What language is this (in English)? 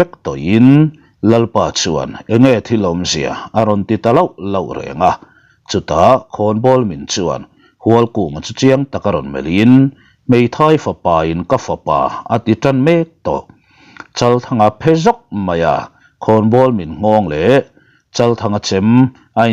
Mizo